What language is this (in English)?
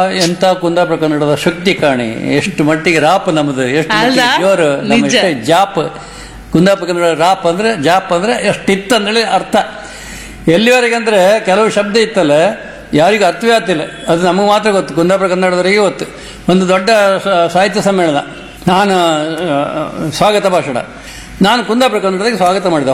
Kannada